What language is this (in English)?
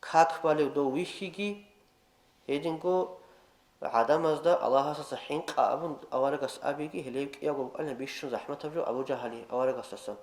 Avaric